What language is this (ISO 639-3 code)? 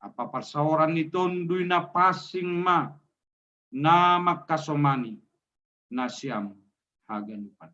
bts